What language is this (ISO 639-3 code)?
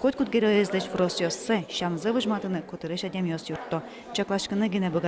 udm